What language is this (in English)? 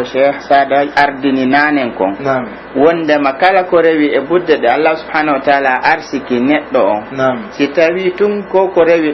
Pular